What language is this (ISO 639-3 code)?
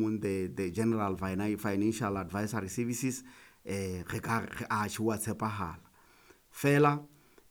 sot